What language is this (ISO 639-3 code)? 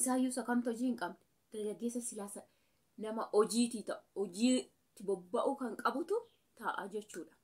orm